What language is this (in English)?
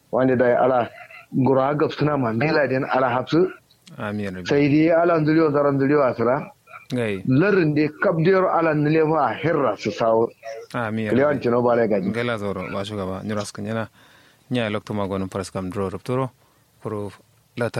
Kanuri